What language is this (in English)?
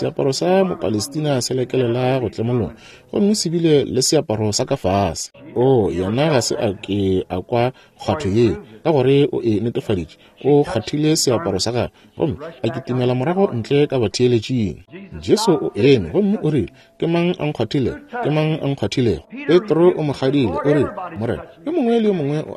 Northern Sotho